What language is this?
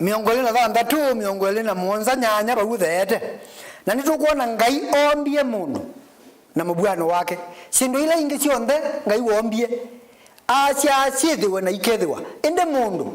Kamba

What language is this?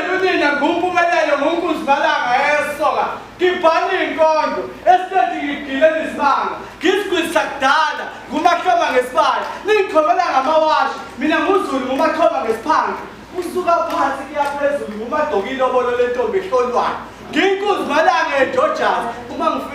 Zulu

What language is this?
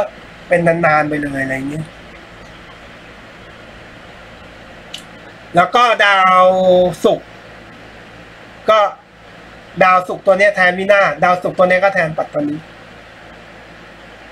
Thai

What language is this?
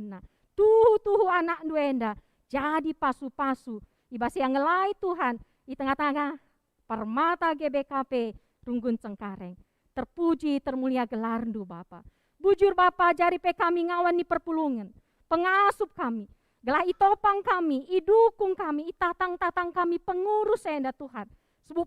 Batak Karo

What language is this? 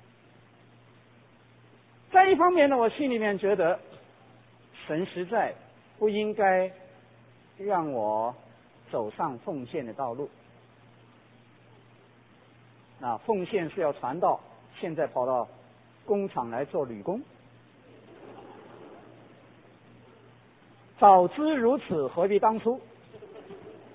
Chinese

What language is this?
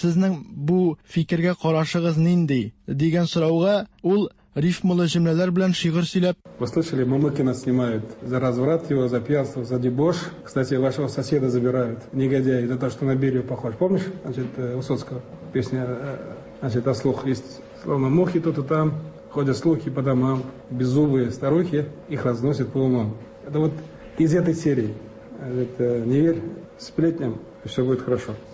Tatar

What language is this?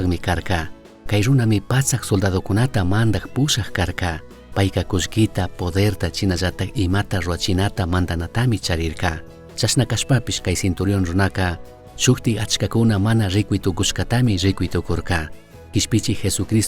Chimborazo Highland Quichua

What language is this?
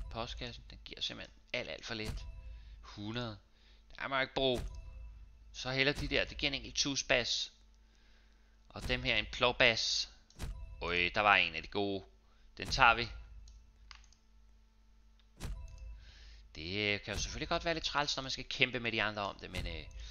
Danish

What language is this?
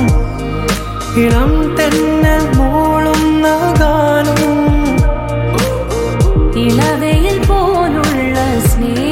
Malayalam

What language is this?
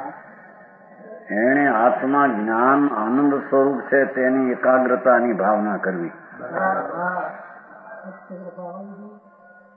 Gujarati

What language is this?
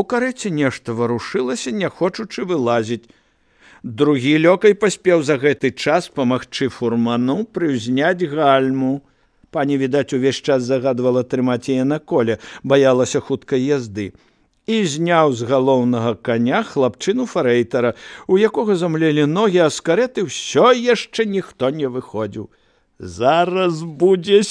Belarusian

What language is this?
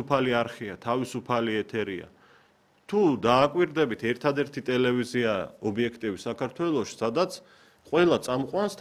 Georgian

